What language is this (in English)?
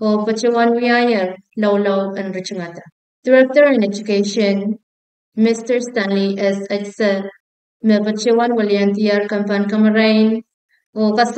Pohnpeian